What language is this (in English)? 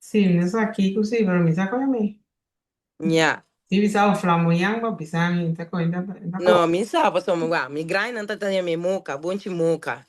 Papiamento